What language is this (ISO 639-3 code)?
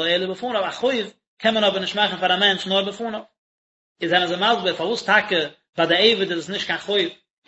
yid